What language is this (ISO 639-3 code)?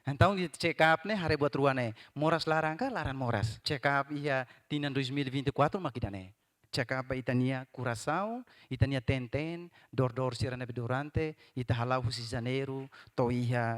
tet